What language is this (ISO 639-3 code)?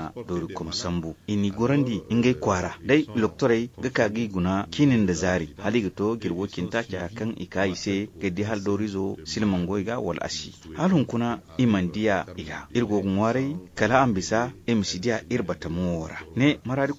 dje